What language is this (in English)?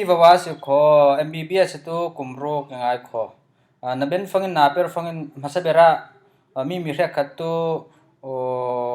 Falam Chin